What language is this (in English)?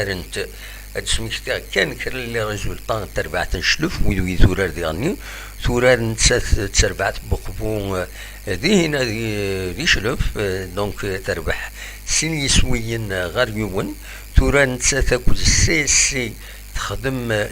Kabyle